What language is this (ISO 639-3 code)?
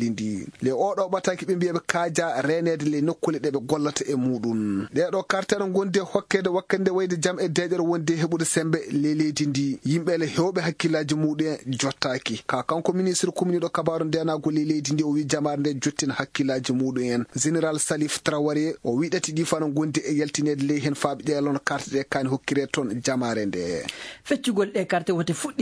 ffm